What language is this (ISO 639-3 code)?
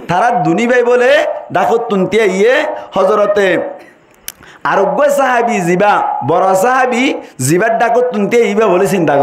rhg